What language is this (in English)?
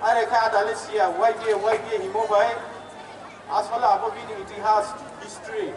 Riang (India)